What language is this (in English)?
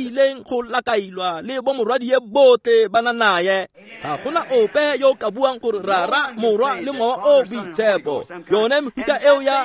Tswana